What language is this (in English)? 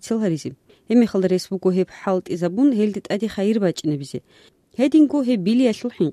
Avaric